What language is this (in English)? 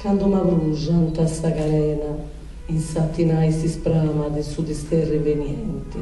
Sardinian